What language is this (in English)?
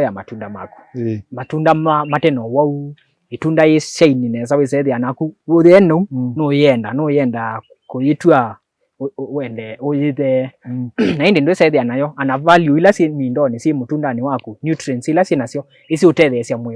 Kamba